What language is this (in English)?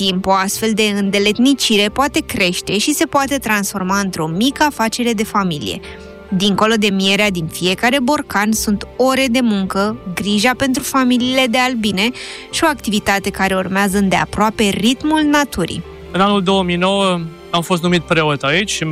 Romanian